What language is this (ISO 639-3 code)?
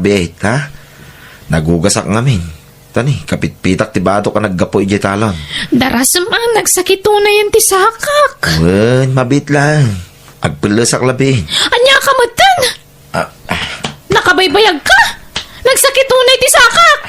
ilo